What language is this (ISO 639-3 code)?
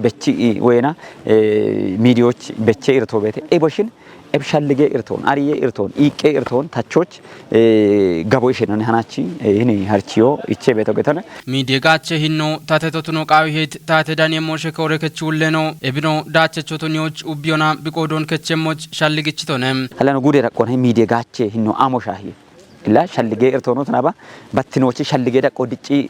kbr